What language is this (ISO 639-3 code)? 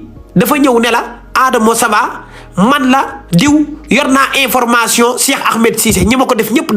wol